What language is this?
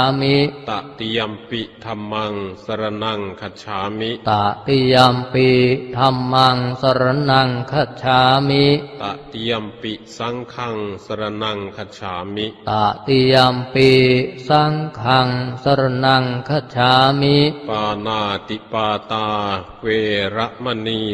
Pali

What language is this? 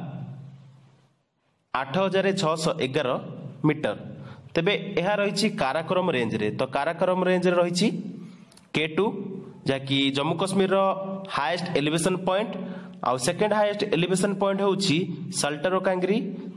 Odia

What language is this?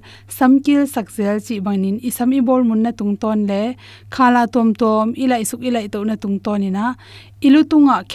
Tedim Chin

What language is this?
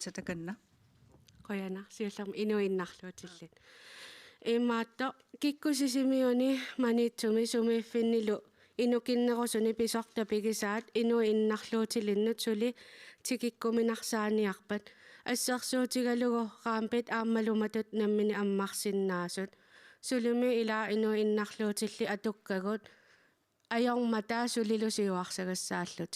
Kalaallisut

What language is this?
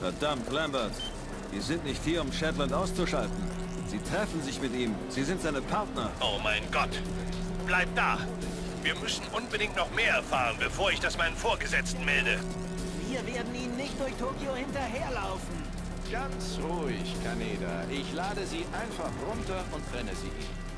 Bavarian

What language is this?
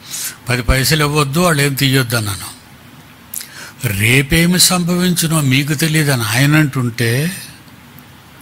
Telugu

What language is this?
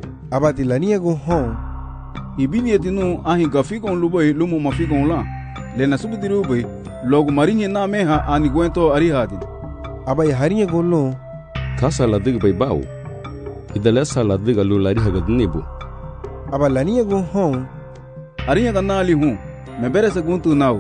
Garifuna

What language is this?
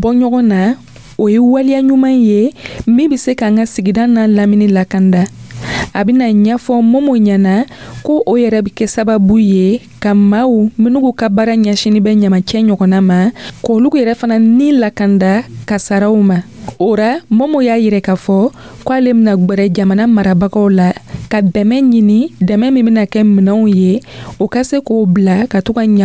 Dyula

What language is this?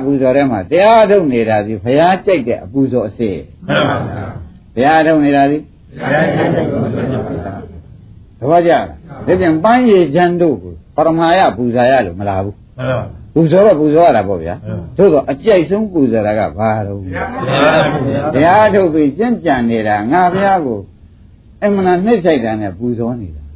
Burmese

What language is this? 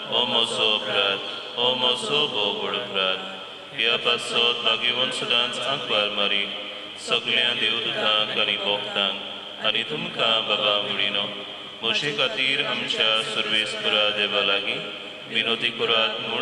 Konkani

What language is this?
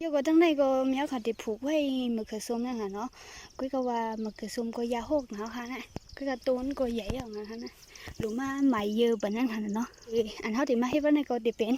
Shan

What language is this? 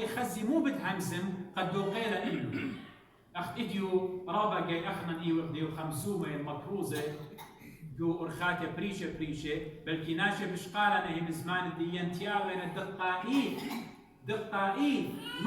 Assyrian Neo-Aramaic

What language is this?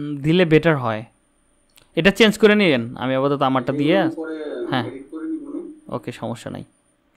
Bangla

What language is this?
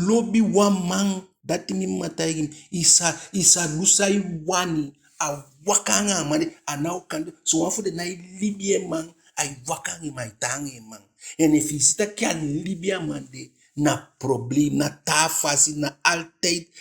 Eastern Maroon Creole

